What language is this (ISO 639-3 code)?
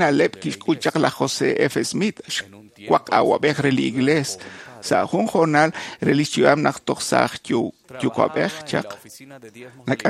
kek